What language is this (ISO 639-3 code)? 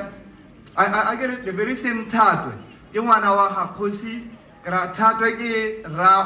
tsn